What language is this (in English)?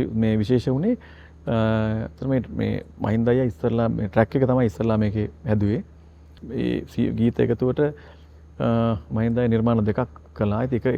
Sinhala